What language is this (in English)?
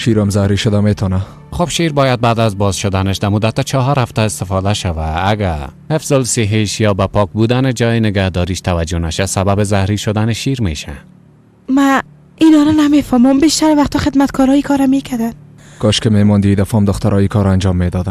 Persian